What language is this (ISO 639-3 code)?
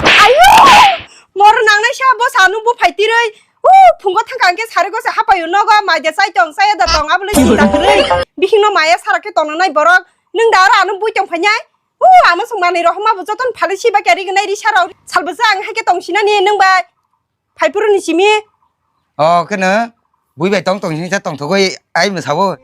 trp